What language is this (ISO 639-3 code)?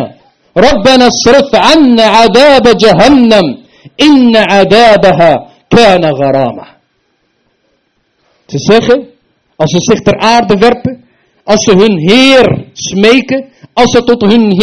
nld